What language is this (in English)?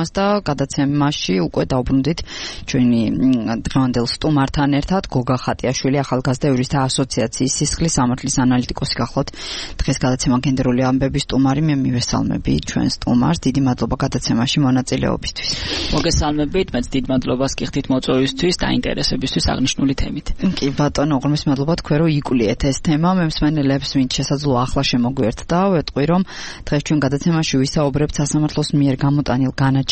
Georgian